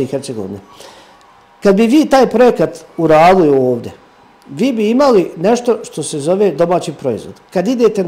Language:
Serbian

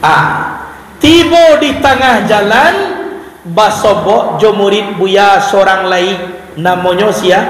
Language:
Minangkabau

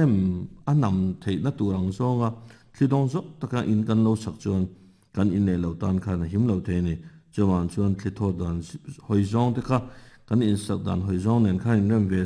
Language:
Mizo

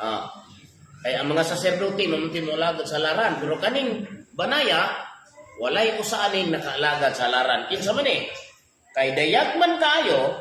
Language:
Cebuano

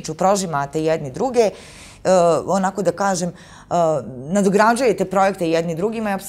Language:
Bosnian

